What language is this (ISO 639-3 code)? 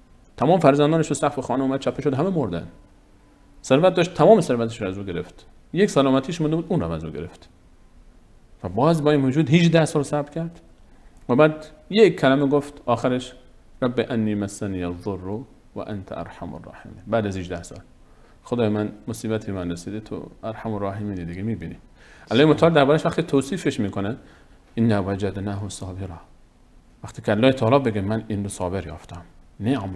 fas